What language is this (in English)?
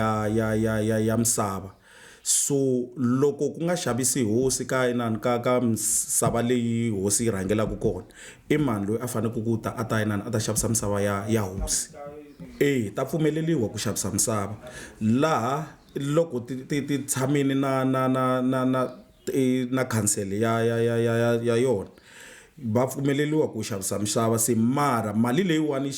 Tsonga